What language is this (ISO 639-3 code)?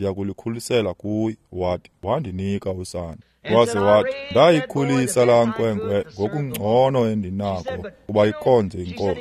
xho